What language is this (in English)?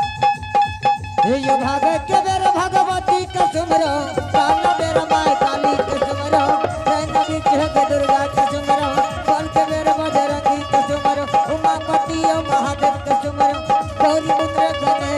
Angika